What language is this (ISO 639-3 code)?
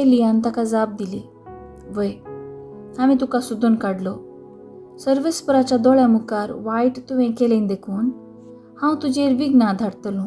kok